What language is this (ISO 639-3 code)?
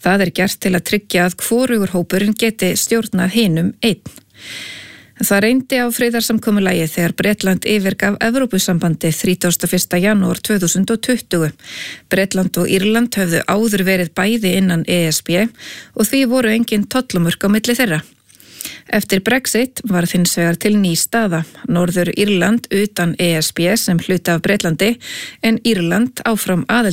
isl